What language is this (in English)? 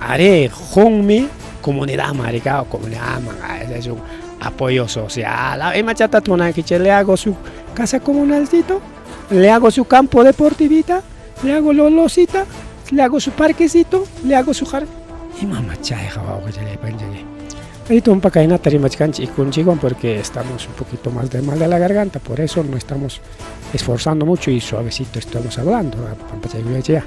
Ayacucho Quechua